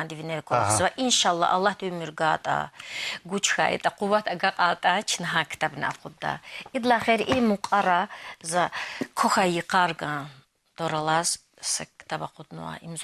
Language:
Lezghian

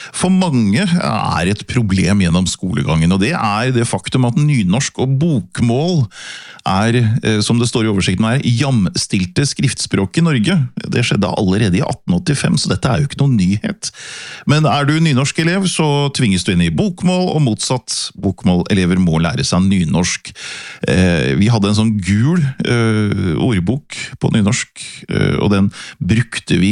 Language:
Norwegian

